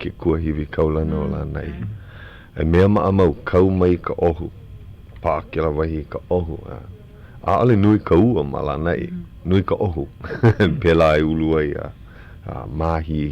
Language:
Hawaiian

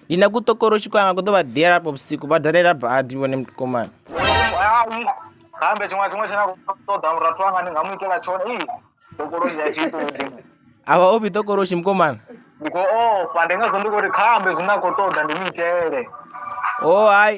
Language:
Venda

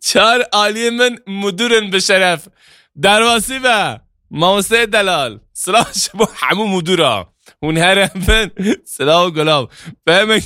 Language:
Kurdish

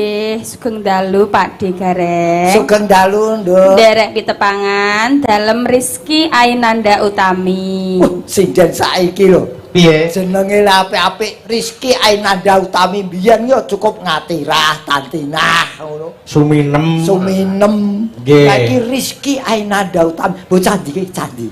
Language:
Javanese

